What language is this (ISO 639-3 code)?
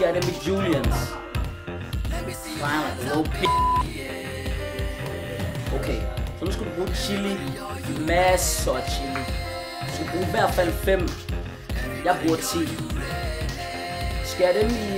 dan